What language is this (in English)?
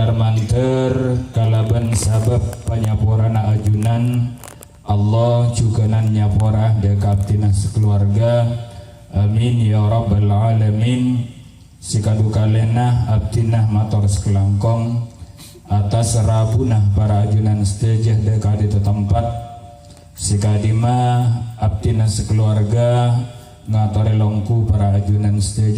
Madurese